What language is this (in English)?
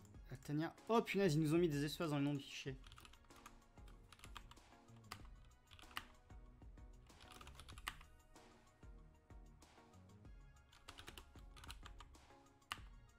French